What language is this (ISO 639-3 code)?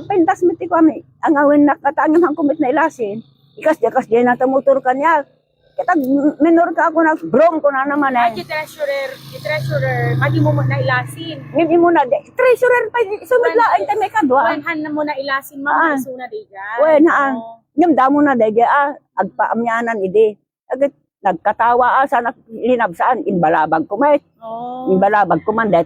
ilo